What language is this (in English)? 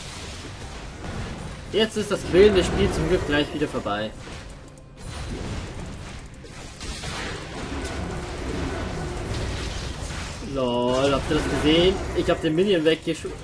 German